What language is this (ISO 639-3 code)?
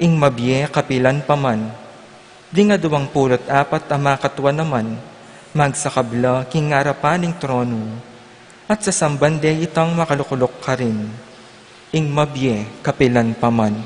pam